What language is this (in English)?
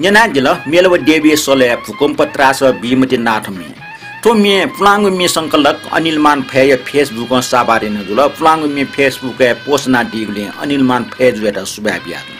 Newari